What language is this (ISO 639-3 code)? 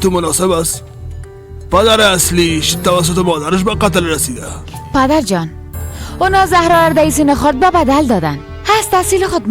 fas